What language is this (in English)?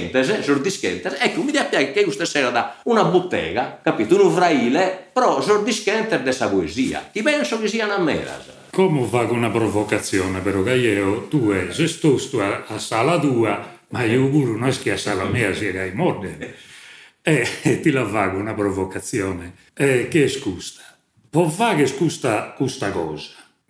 Sardinian